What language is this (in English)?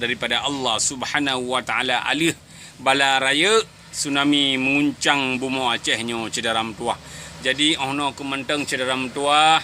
Achinese